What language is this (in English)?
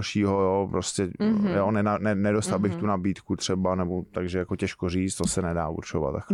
Czech